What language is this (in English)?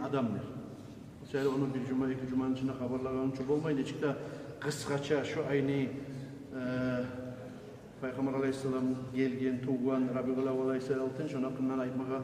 Kumyk